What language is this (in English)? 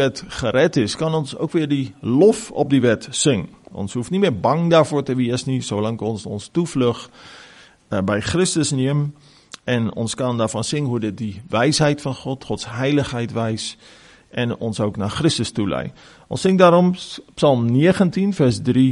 Afrikaans